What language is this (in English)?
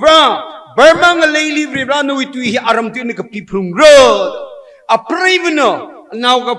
Tangkhul Naga (India)